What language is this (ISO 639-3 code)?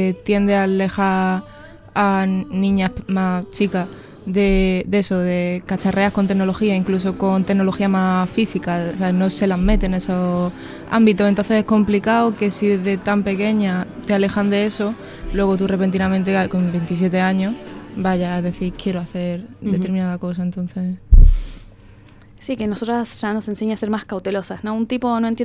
spa